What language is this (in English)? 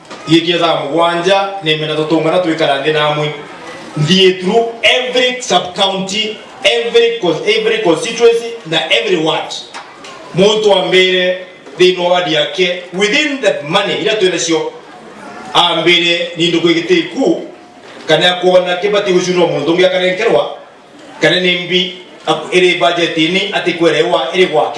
Meru